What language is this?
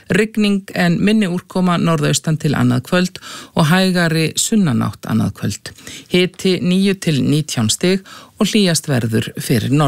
Icelandic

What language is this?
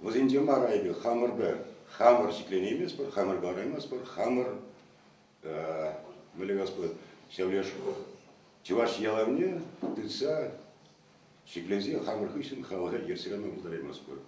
Chuvash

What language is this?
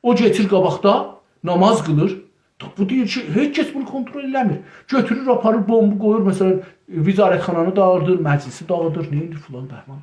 South Azerbaijani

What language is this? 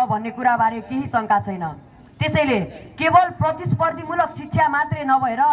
Nepali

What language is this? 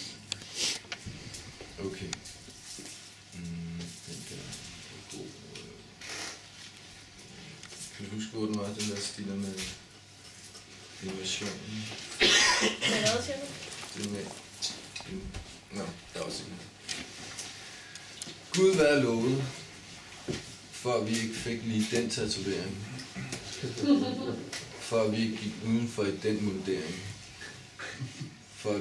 Danish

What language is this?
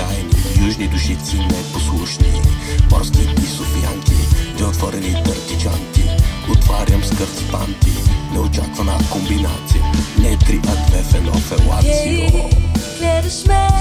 Bulgarian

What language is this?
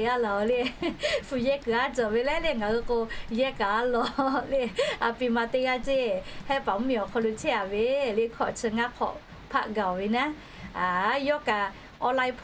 Lahu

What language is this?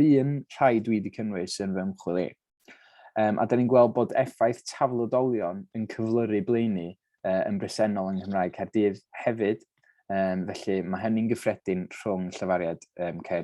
Welsh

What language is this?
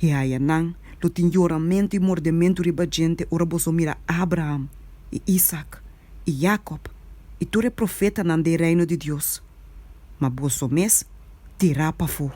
Papiamento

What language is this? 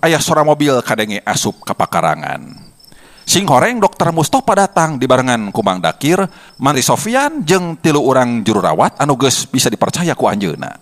Sundanese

